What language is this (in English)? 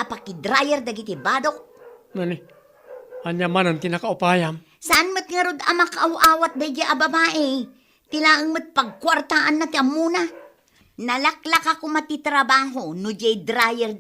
Iloko